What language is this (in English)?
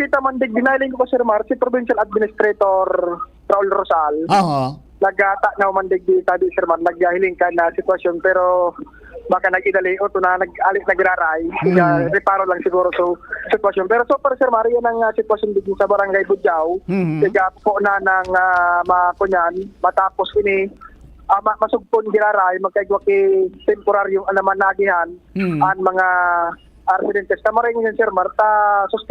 Bikol